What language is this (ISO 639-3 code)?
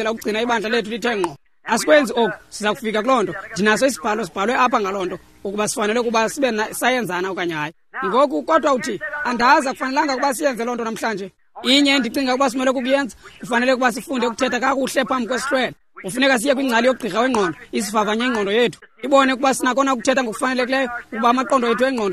xho